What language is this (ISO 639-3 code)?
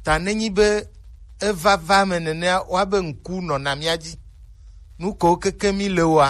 gej